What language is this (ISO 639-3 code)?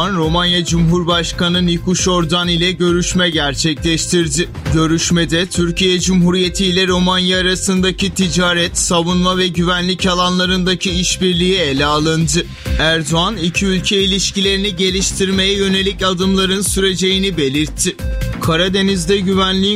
tur